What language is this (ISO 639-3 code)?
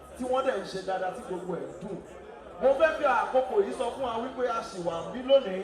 yor